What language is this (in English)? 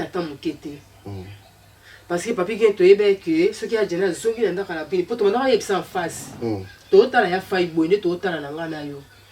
Lingala